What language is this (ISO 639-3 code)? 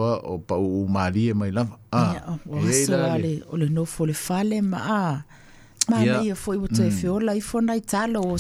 smo